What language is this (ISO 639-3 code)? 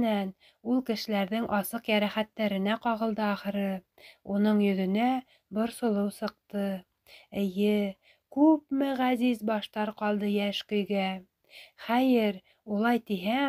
bak